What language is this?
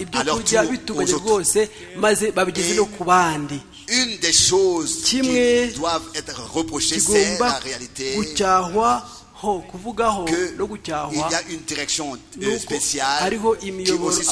Kinyarwanda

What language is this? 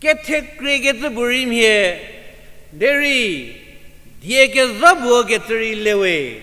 Angami Naga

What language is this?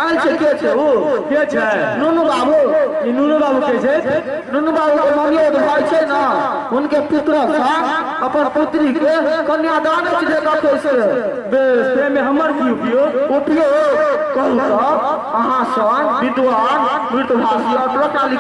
Maithili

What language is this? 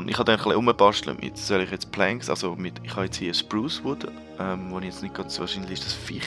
Swiss German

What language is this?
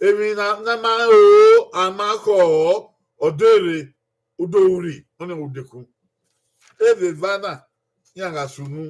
Bini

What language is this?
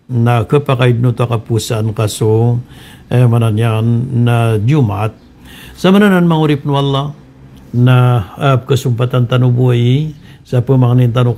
Maranao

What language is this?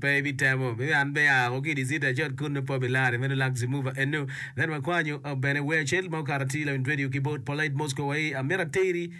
Acoli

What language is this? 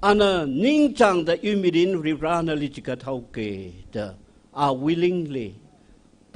Tangkhul Naga (India)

